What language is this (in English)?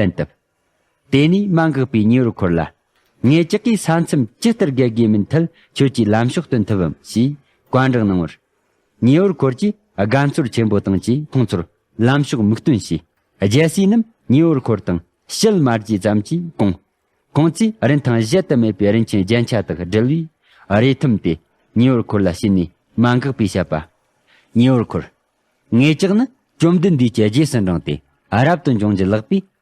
Tibetan